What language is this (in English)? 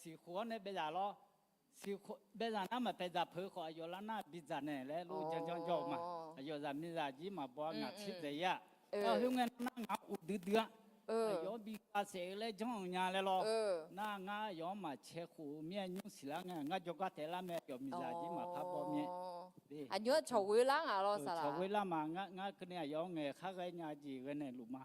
Akha